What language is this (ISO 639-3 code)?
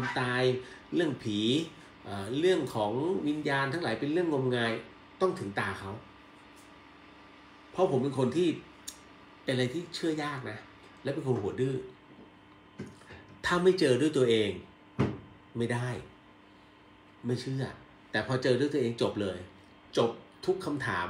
tha